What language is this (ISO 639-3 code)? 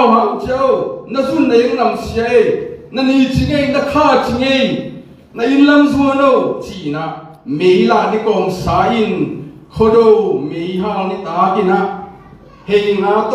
ctd